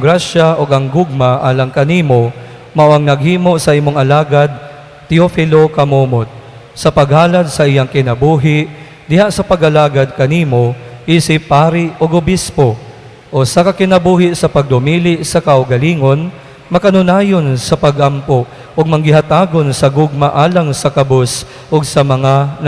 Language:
Cebuano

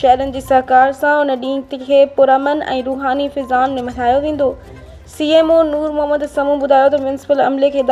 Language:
Sindhi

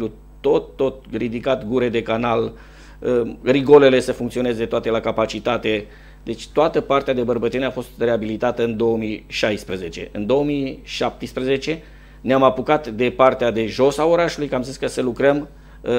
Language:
Romanian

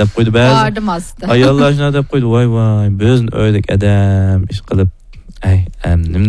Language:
Uyghur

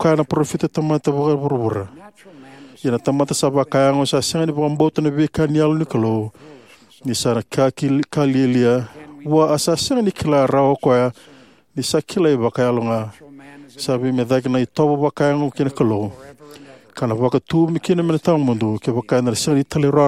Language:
Fijian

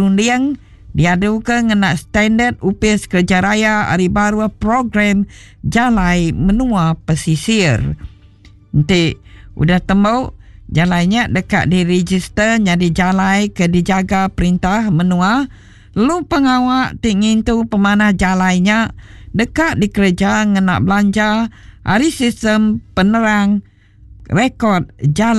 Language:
Iban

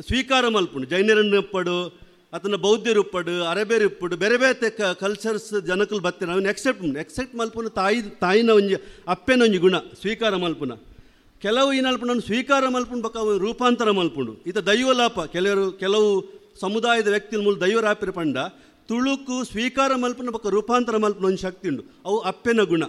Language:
Tulu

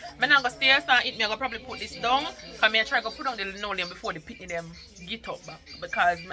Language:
Jamaican Creole English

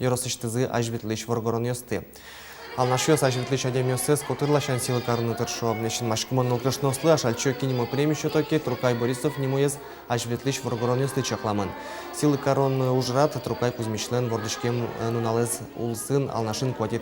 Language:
Udmurt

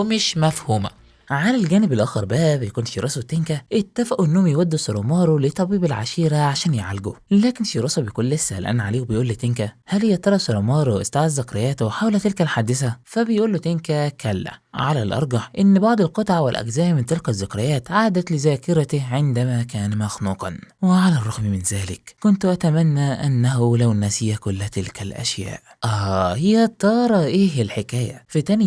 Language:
Egyptian Arabic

